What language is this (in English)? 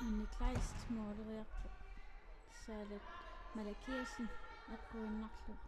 Kalaallisut